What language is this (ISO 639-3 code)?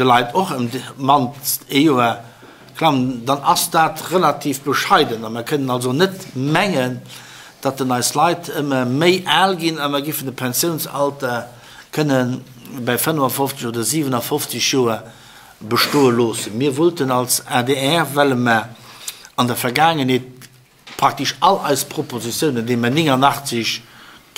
ltz